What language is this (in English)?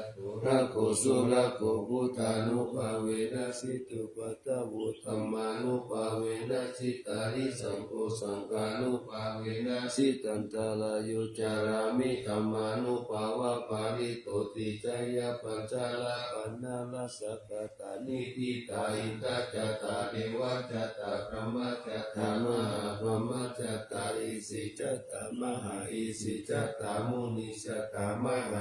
Pali